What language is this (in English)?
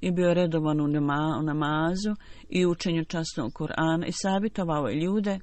Bosnian